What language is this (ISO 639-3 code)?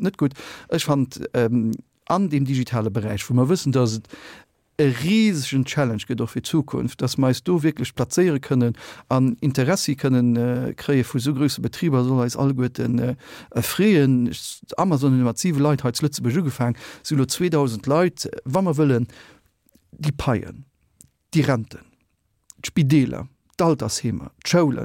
ltz